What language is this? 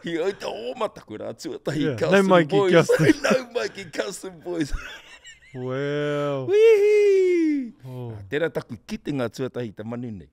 Māori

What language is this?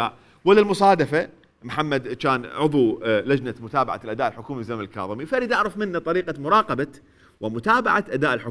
Mesopotamian Arabic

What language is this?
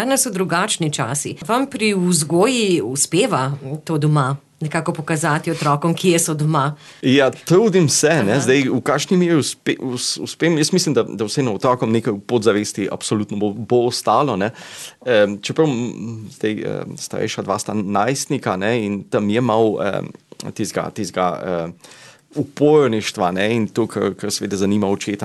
Slovenian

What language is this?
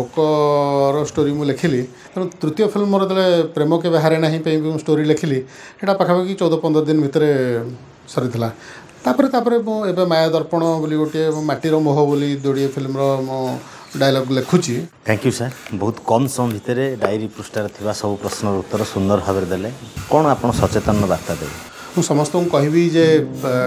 Odia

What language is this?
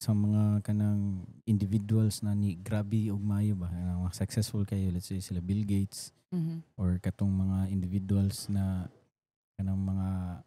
Cebuano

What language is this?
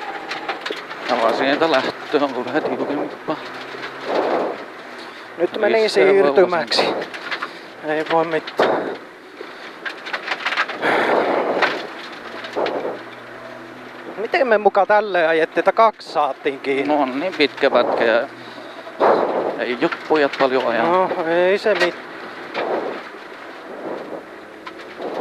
Finnish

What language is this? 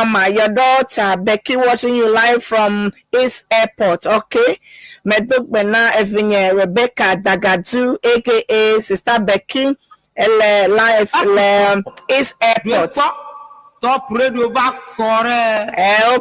Ewe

